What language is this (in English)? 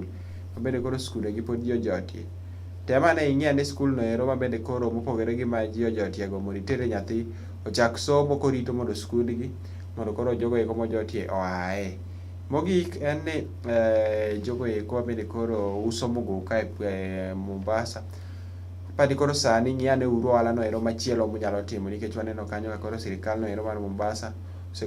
Luo (Kenya and Tanzania)